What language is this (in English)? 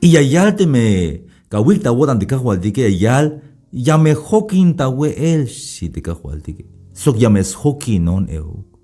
Tzeltal